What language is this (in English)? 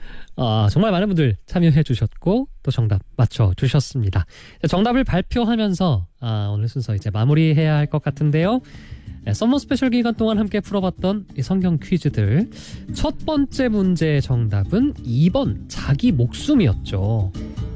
Korean